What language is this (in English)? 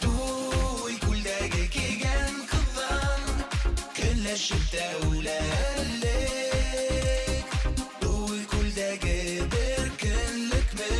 Bashkir